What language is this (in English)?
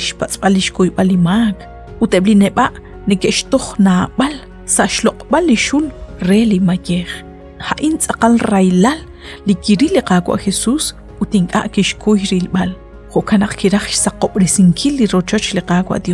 Kekchí